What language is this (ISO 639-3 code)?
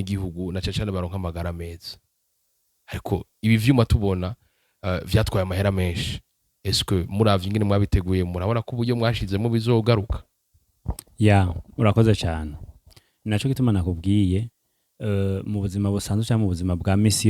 run